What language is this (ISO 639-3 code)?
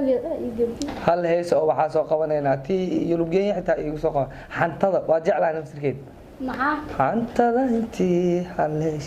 som